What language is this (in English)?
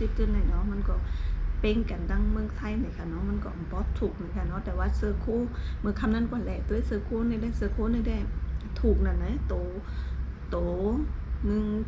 Shan